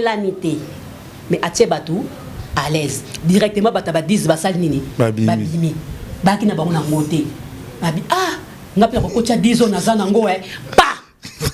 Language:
Lingala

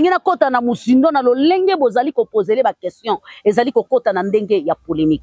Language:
Lingala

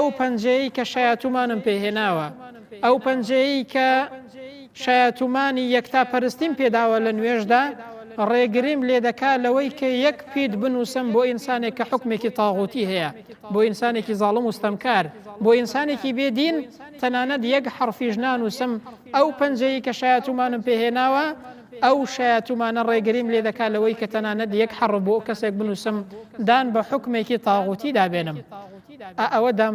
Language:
Central Kurdish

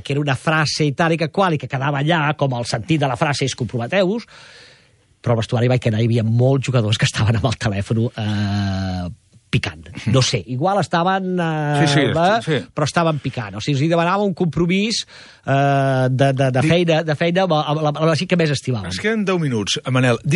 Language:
Catalan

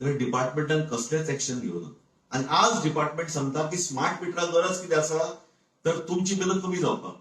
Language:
Konkani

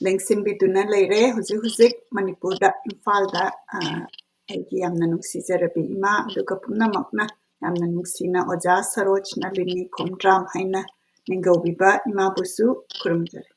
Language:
Manipuri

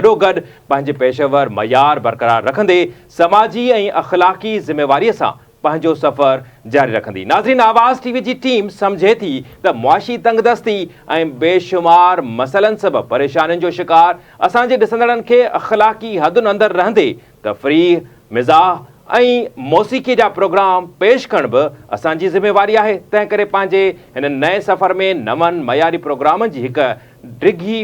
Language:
Sindhi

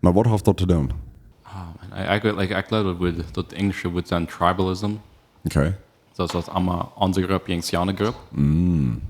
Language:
Plautdietsch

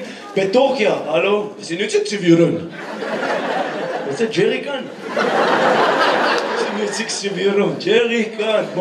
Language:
Hebrew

